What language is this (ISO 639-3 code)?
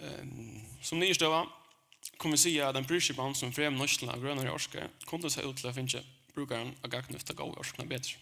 fao